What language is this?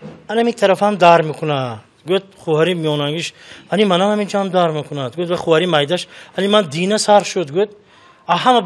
Tajik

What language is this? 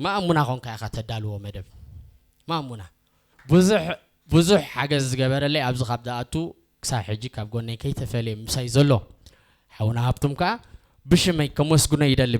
Tigrinya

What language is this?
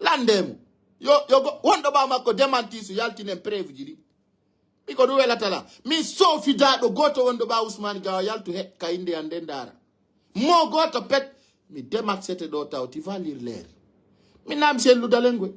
Fula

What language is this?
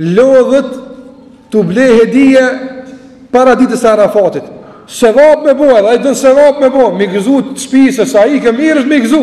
Albanian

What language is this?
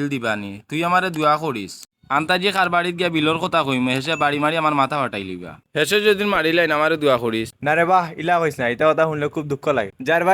Sylheti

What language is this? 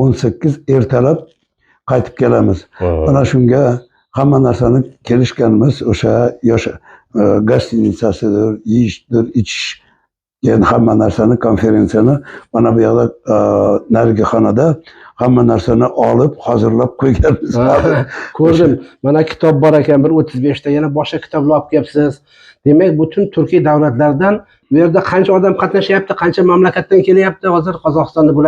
Uzbek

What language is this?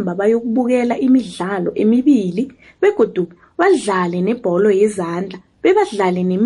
South Ndebele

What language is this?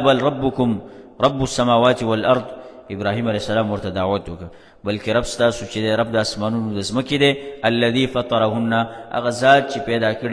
Pashto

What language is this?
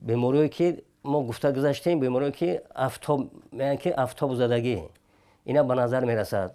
Tajik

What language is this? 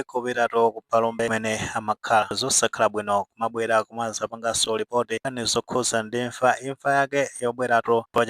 Nyanja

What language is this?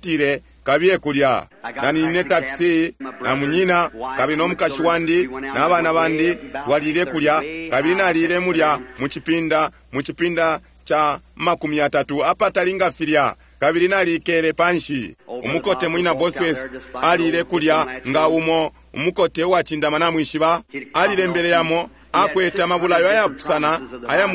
Bemba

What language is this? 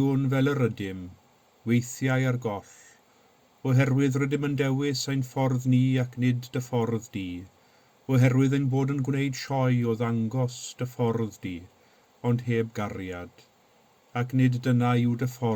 Welsh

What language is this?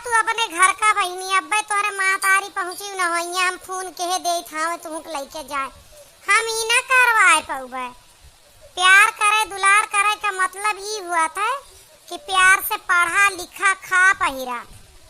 Awadhi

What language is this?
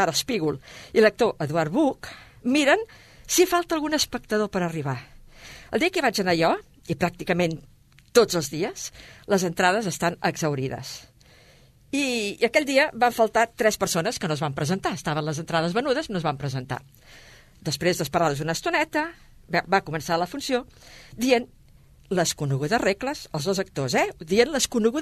Catalan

